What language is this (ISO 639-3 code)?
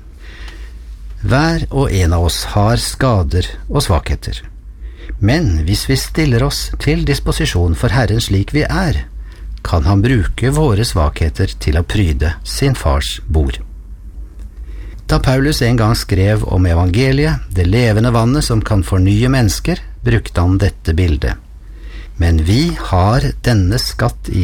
nor